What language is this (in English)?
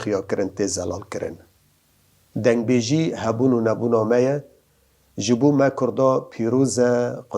Kurdish